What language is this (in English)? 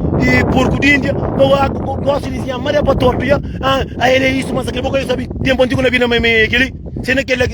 Kabuverdianu